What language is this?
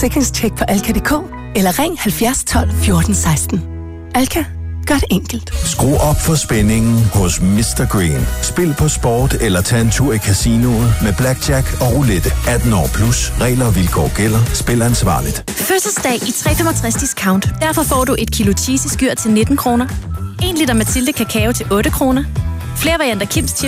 Danish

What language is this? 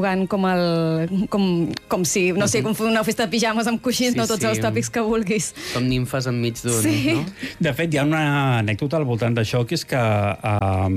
Catalan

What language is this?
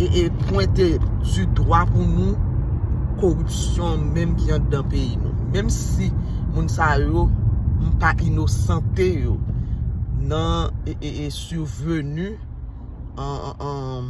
Haitian Creole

